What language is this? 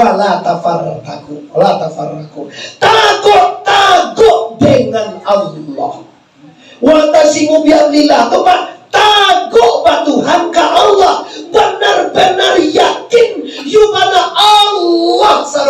Minangkabau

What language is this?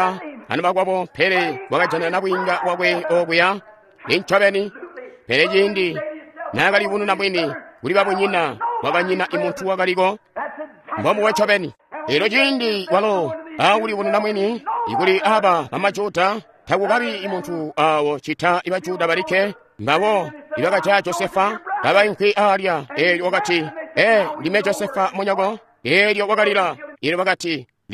Tonga (Zambia)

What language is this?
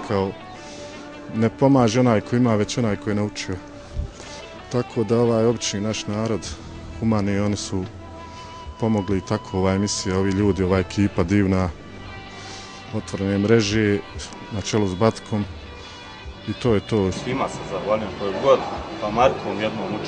Bosnian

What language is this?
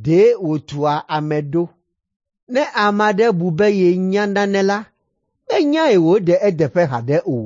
Ewe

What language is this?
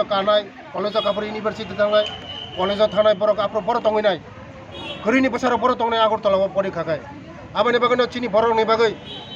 Kok Borok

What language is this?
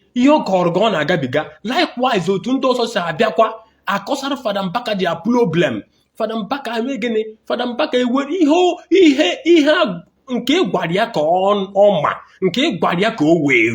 Igbo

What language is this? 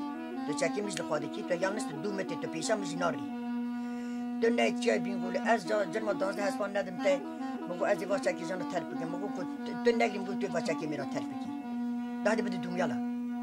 Kurdish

